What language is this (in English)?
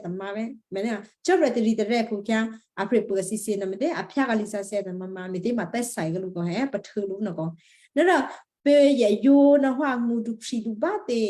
Western Kayah